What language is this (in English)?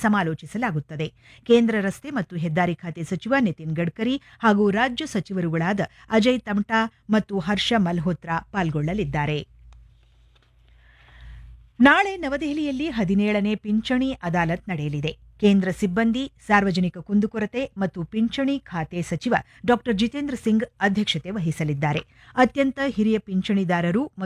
Kannada